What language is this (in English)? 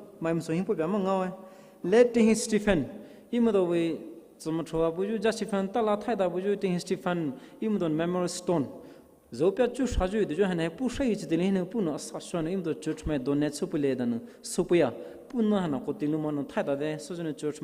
Poumei Naga